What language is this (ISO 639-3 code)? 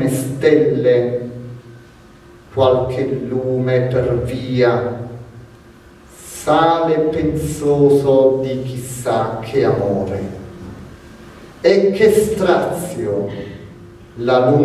ita